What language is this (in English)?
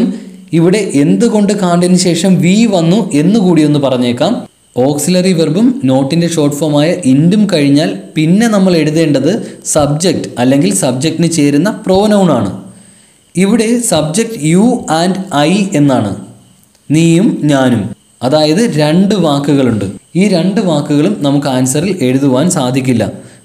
Malayalam